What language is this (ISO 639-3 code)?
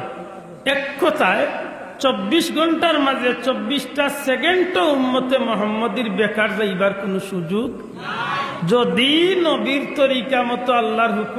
syl